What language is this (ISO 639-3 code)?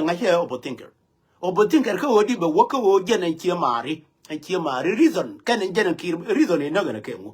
nus